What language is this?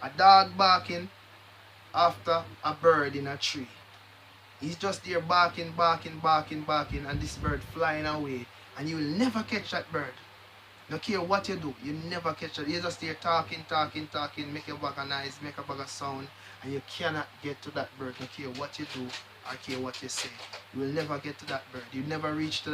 Jamaican Creole English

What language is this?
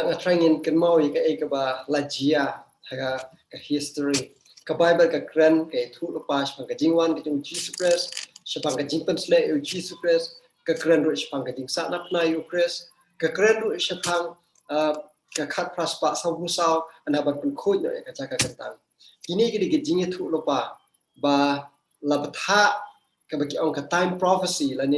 Khasi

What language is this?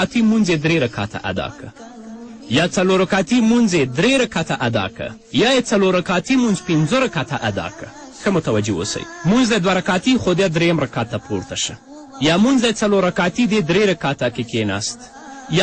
Pashto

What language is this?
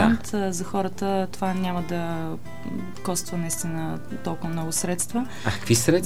Bulgarian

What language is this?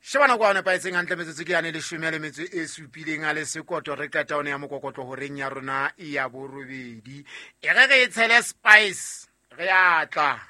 Southern Sotho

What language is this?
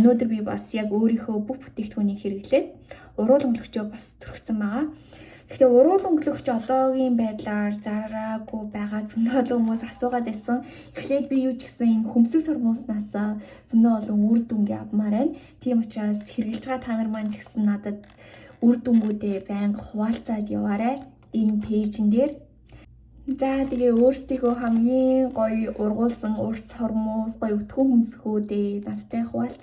Mongolian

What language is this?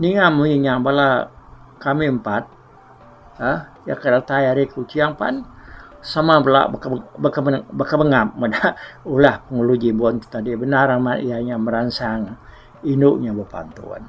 Iban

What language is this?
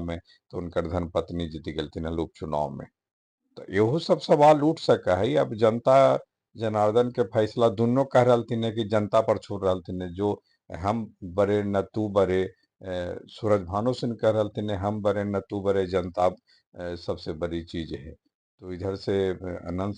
Magahi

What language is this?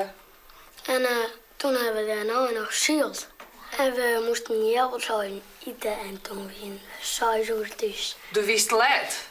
Western Frisian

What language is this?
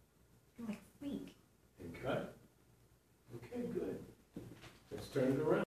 English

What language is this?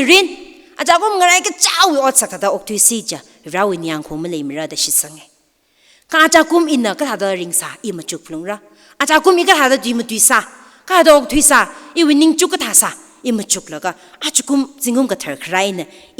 Tangkhul Naga (India)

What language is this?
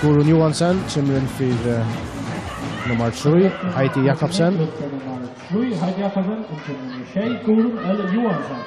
Faroese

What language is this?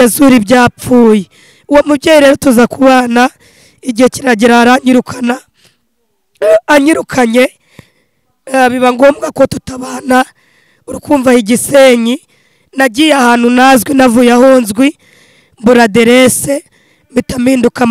Kinyarwanda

